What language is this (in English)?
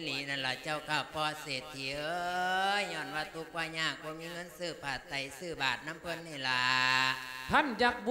Lao